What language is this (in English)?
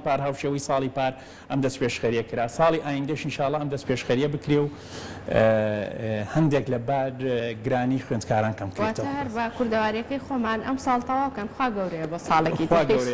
Central Kurdish